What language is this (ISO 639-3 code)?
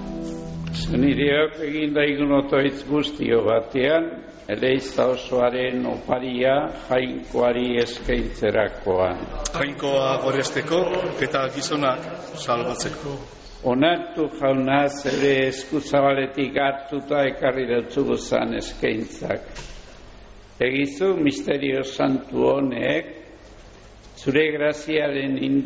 eus